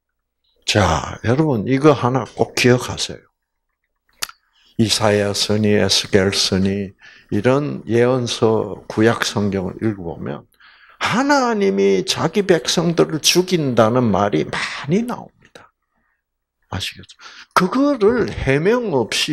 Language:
Korean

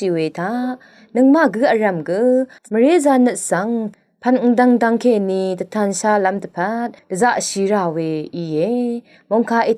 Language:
Rawang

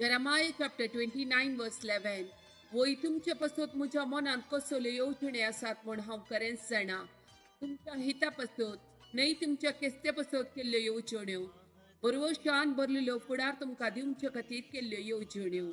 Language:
Konkani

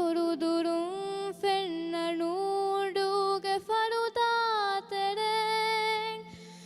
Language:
Divehi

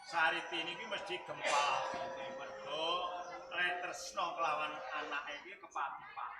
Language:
Javanese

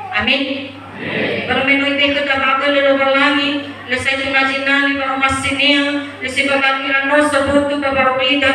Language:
Nias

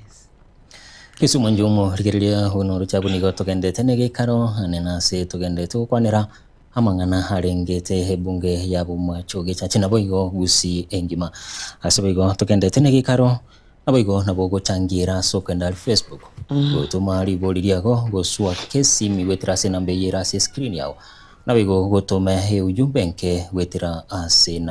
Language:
Gusii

